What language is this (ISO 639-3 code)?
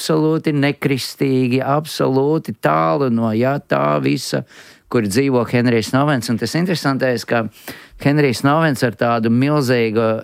lav